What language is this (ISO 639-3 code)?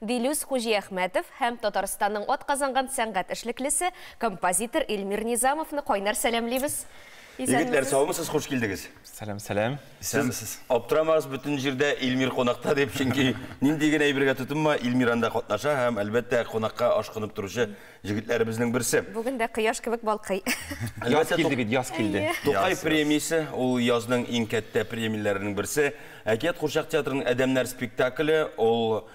tat